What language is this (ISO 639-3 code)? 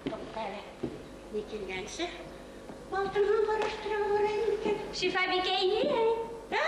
bak